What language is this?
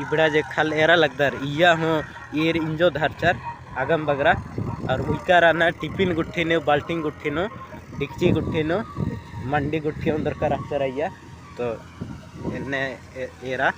Kurukh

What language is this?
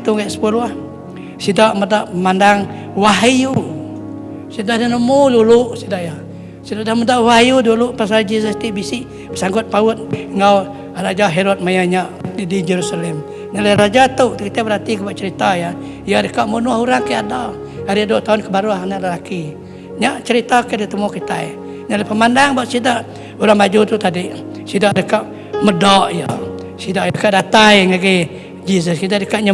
Iban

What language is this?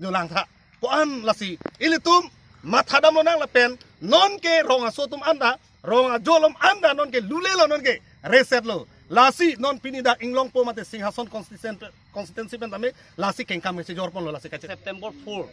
Karbi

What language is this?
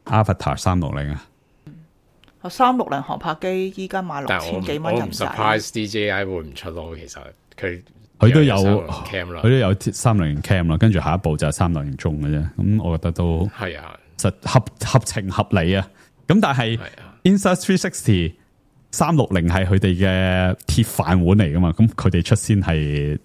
Cantonese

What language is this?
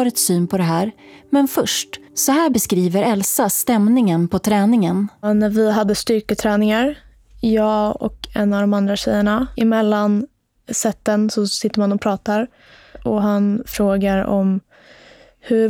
Swedish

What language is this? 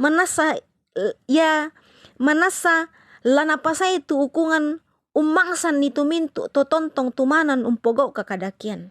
Toraja-Sa'dan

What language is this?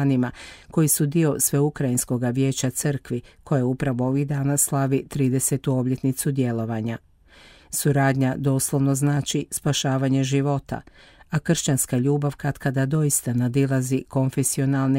Croatian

